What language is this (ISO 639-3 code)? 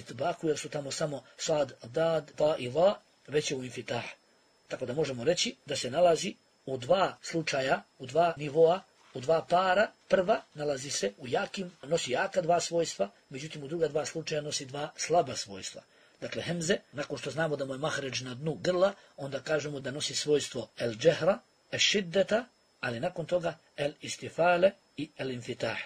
bos